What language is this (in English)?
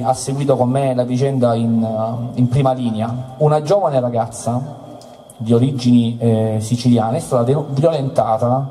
Italian